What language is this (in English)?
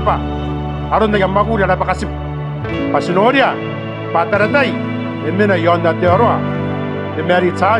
Gilbertese